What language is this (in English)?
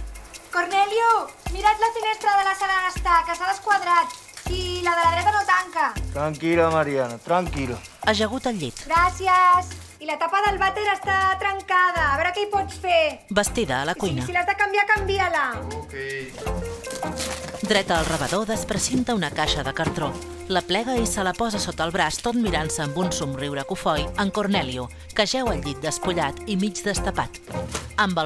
Catalan